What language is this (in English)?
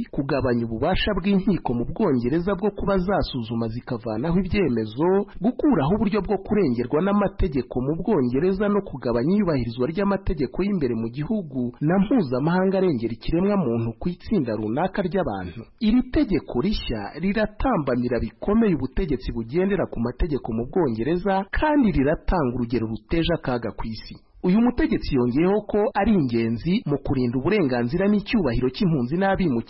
Kinyarwanda